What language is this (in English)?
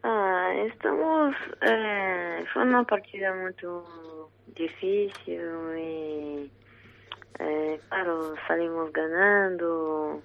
Galician